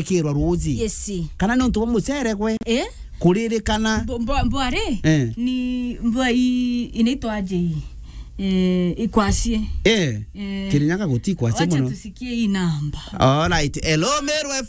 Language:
Meru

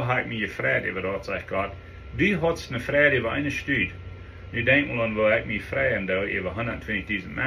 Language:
Plautdietsch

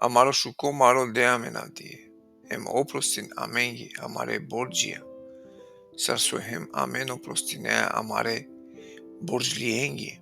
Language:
Balkan Romani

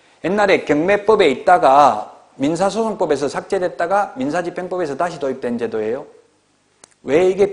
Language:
Korean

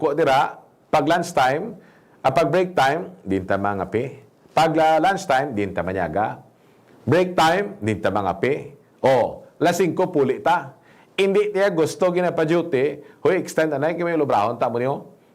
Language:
Hiligaynon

